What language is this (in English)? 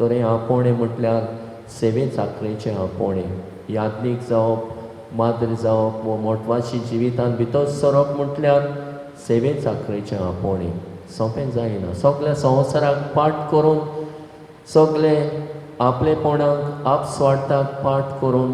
Konkani